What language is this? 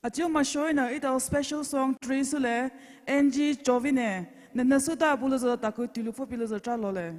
Poumei Naga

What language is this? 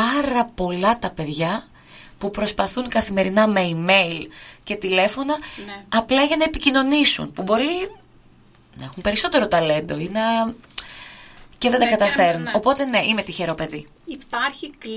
Greek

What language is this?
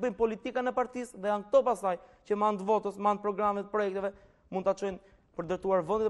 Albanian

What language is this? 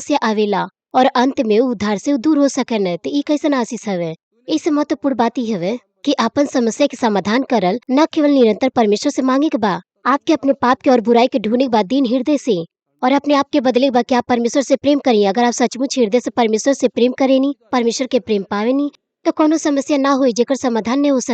Bhojpuri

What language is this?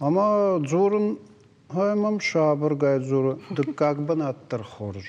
Ossetic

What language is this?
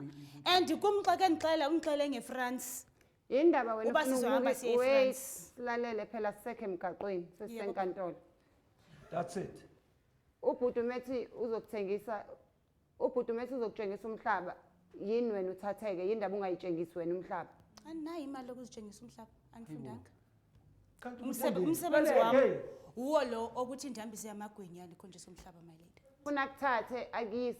Zulu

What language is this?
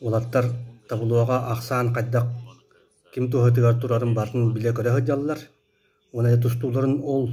Yakut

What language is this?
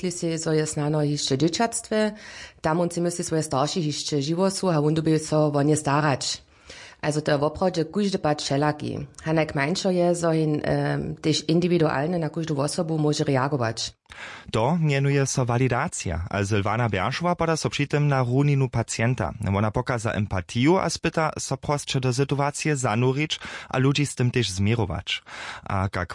Upper Sorbian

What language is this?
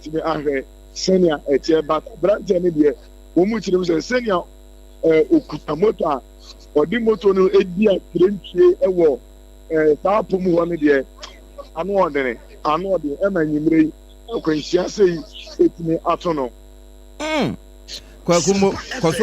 Akan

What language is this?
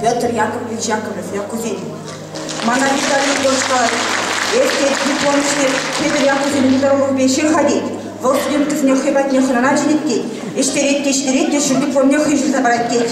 Chuvash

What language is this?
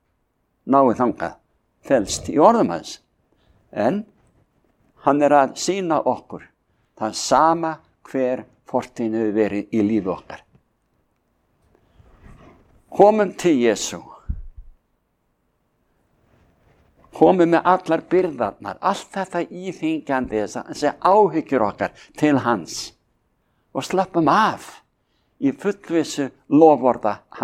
Icelandic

